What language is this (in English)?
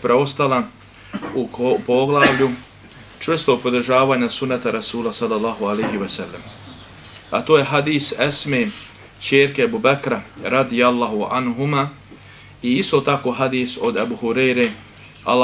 Bosnian